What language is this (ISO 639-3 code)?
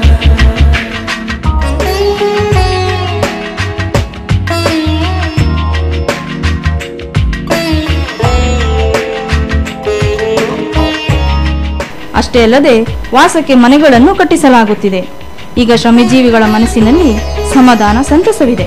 kan